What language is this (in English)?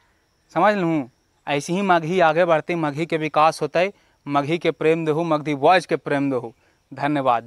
Magahi